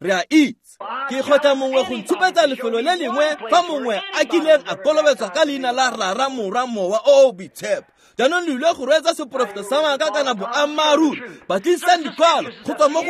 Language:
Tswana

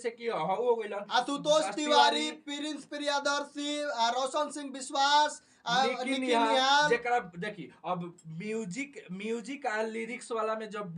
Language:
Bhojpuri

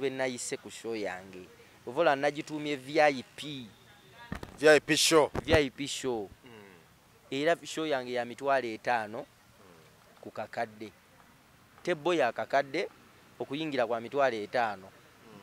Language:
Ganda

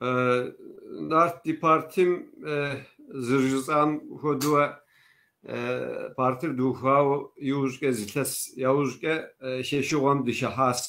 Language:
Kabardian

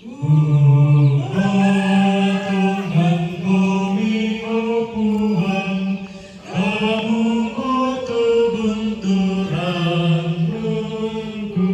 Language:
Toraja-Sa'dan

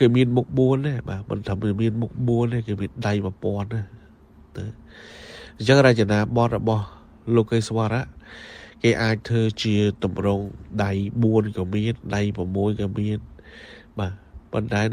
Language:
Khmer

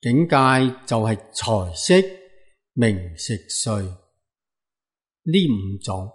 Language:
Cantonese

